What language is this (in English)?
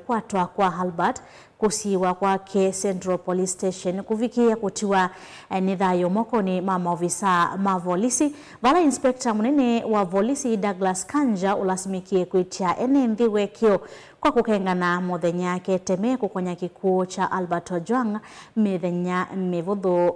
Kamba